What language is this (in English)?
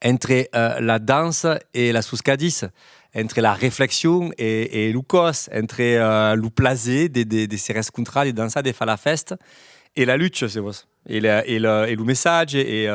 Occitan